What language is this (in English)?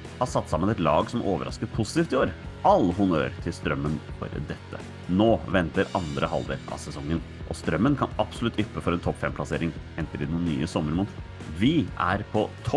Norwegian